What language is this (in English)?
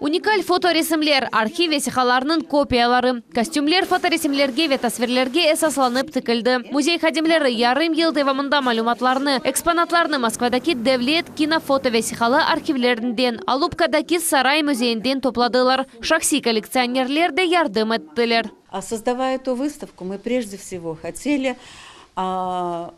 Crimean Tatar